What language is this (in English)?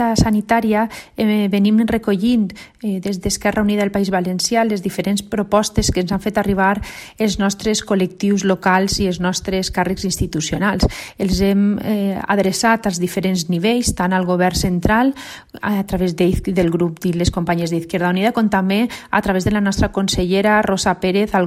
Catalan